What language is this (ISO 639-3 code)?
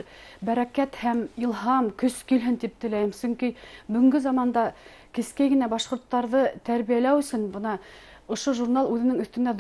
bak